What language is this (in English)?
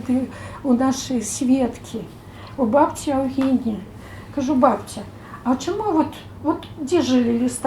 Belarusian